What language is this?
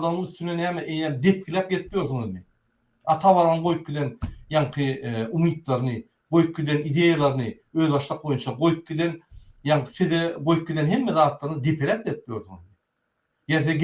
Turkmen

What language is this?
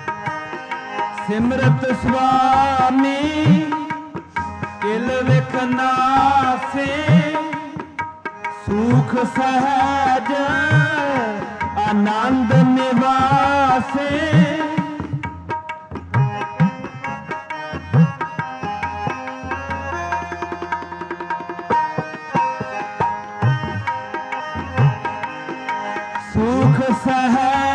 Punjabi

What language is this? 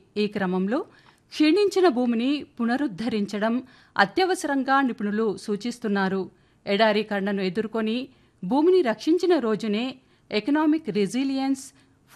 Telugu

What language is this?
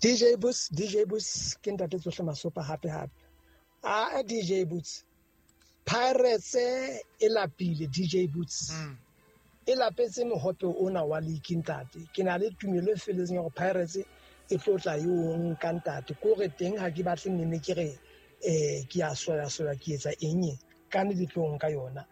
Southern Sotho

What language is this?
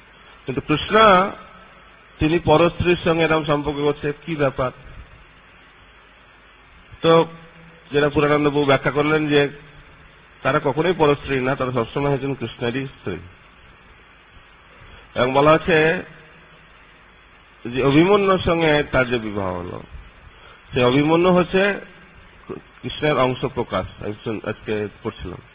Bangla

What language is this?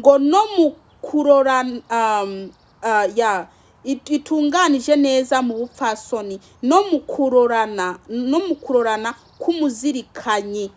Rundi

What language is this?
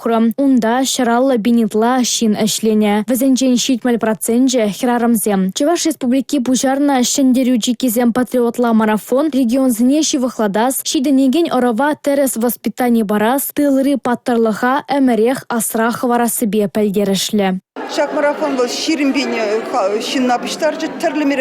Chuvash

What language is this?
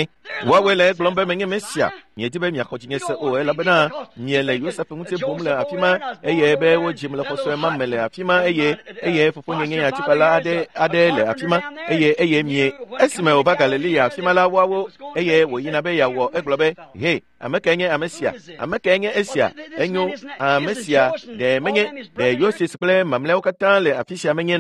Ewe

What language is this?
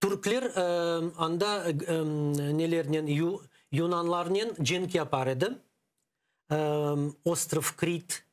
Crimean Tatar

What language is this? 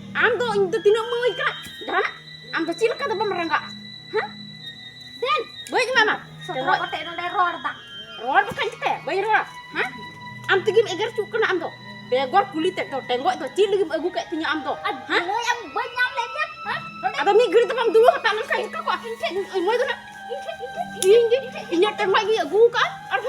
Santali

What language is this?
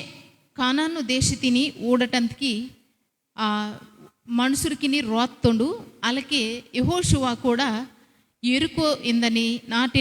Koya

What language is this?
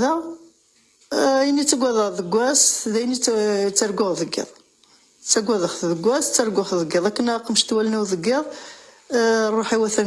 Kabyle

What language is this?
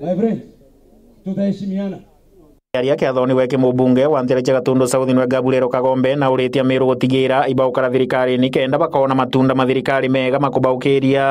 Meru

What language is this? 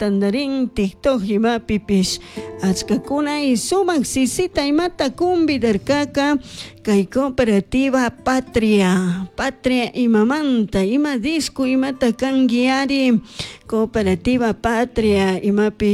Chimborazo Highland Quichua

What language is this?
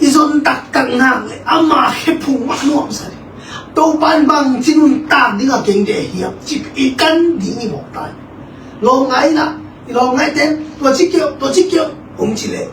Tedim Chin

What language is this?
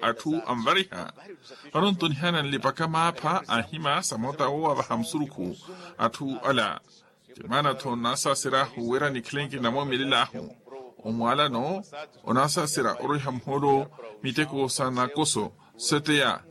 Makhuwa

